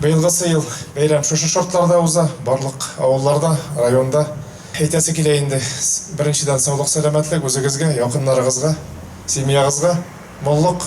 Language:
Tatar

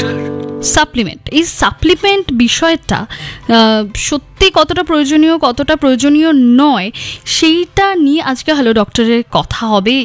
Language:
Bangla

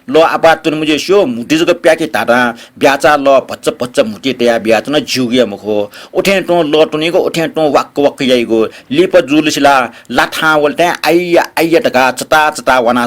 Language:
Newari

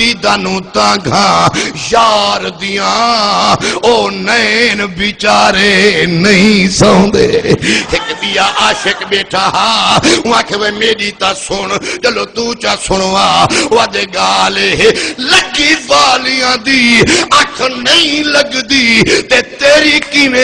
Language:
Saraiki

